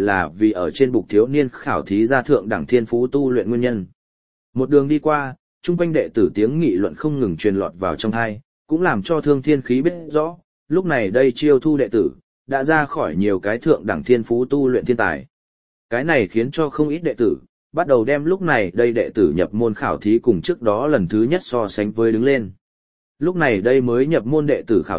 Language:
Vietnamese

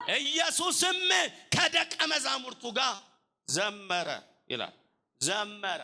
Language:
Amharic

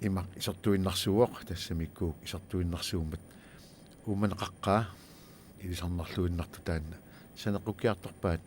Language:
Kalaallisut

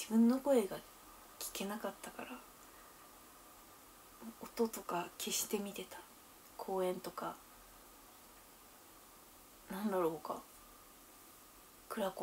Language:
Japanese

